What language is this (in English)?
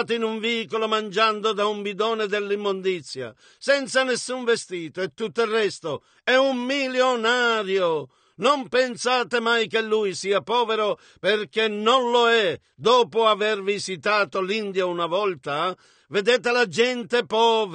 Italian